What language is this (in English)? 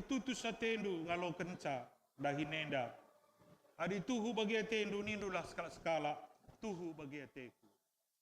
Batak Karo